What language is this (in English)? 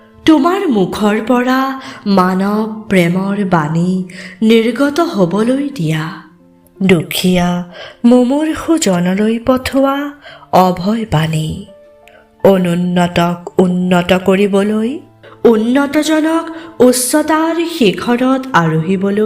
Assamese